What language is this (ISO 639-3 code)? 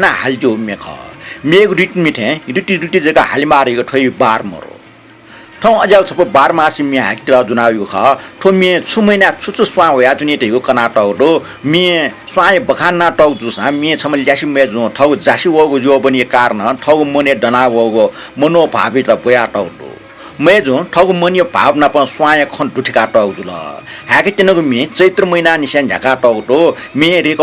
new